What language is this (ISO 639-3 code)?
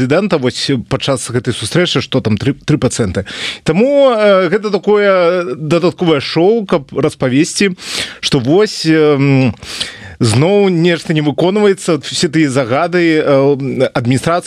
bel